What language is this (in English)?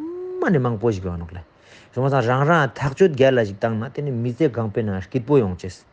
Ladakhi